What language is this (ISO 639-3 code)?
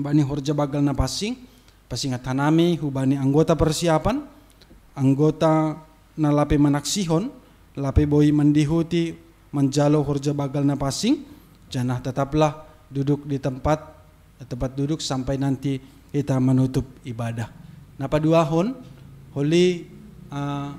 bts